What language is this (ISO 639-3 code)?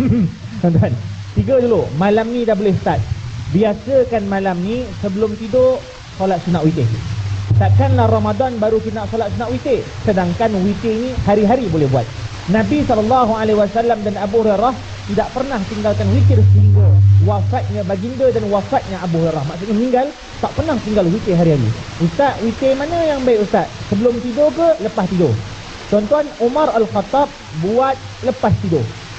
msa